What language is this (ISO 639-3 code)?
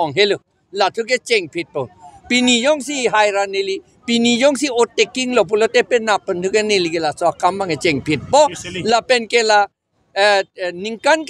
mjw